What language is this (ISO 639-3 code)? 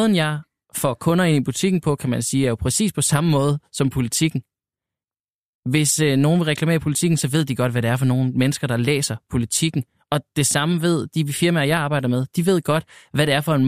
dan